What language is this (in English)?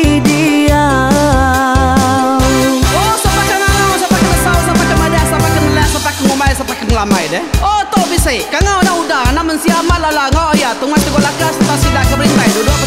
Iban